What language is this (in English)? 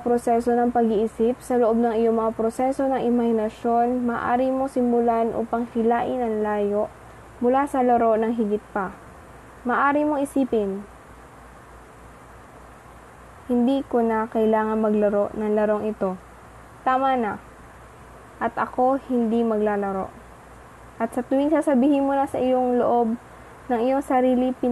Filipino